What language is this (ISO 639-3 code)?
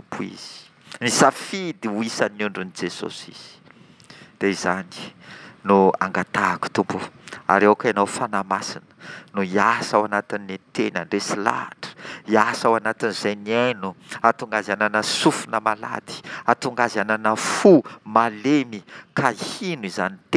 mlg